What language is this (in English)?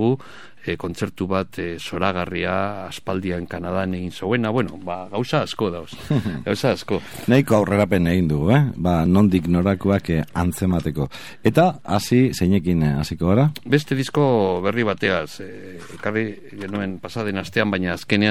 Basque